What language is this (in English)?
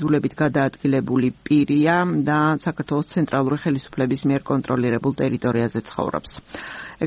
Georgian